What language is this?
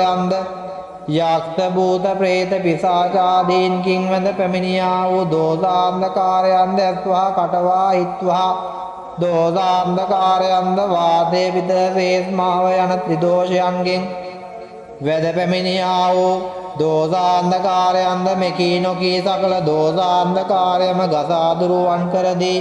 Sinhala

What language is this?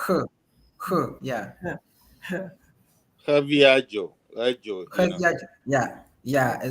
Ewe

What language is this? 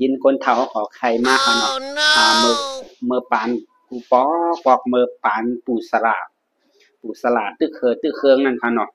Shan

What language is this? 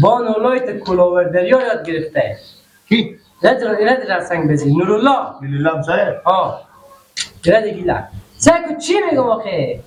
Persian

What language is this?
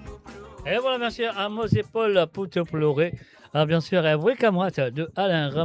Morisyen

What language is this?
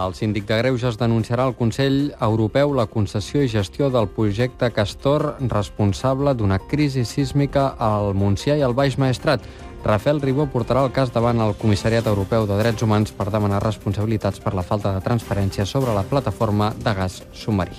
Catalan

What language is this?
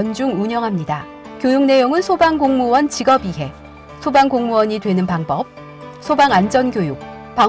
Korean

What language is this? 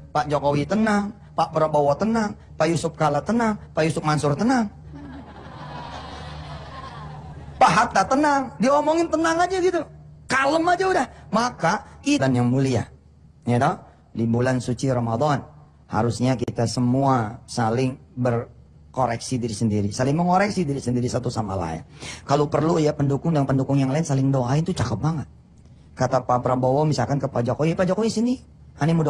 Indonesian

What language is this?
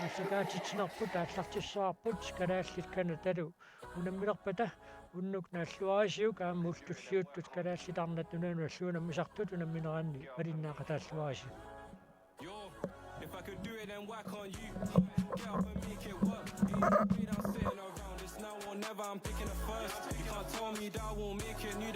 Kalaallisut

